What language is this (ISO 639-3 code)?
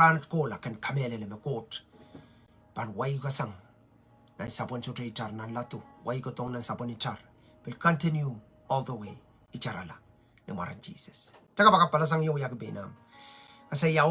pon